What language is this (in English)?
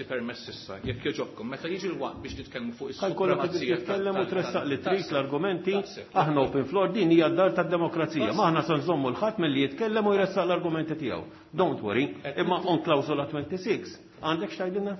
Maltese